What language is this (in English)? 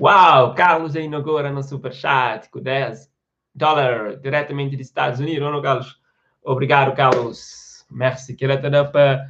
Kabuverdianu